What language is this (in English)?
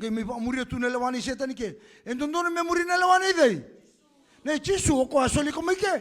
Fijian